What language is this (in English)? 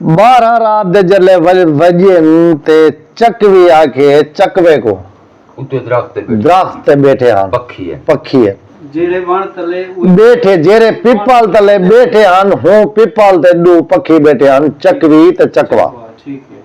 Saraiki